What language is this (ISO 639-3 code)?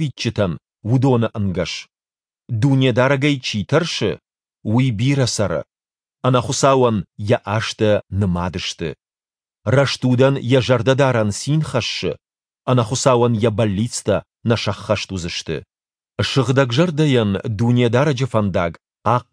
oss